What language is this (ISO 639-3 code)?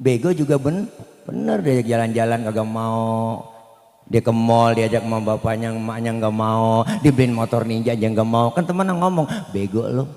bew